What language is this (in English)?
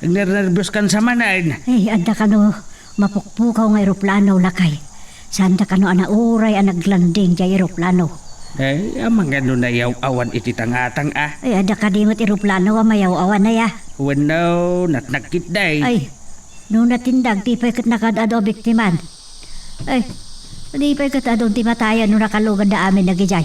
Iloko